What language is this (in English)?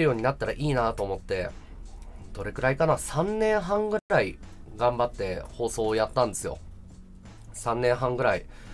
Japanese